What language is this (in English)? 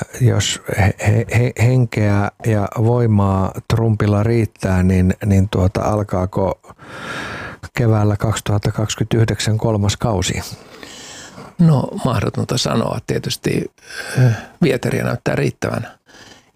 Finnish